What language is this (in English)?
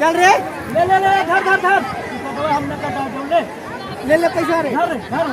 Magahi